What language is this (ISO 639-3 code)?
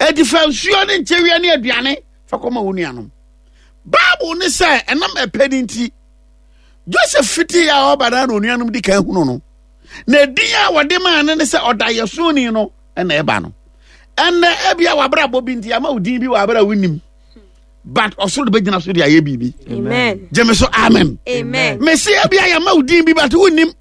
aka